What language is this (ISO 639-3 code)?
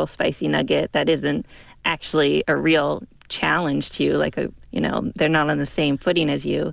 eng